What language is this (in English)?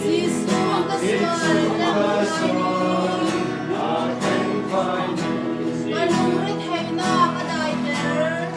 Falam Chin